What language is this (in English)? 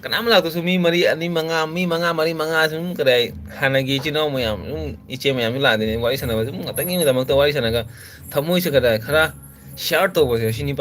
Manipuri